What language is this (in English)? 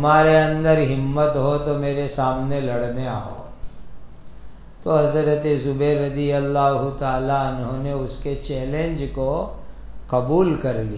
Urdu